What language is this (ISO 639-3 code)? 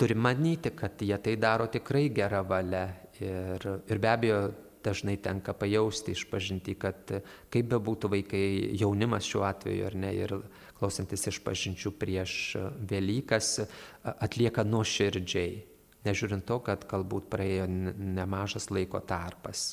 lit